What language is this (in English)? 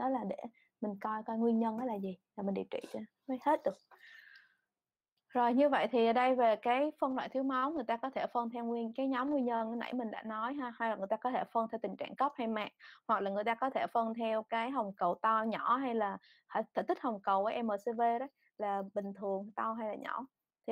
Vietnamese